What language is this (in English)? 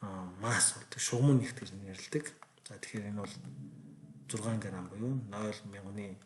Mongolian